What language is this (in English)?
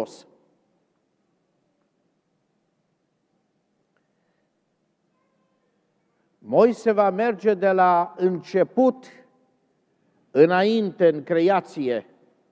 Romanian